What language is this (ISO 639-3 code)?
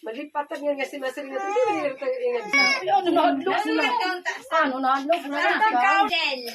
war